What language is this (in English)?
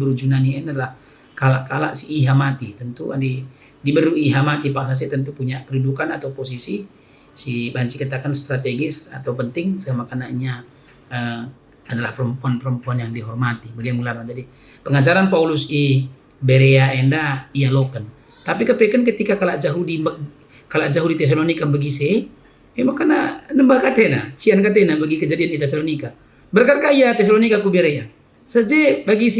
Batak Karo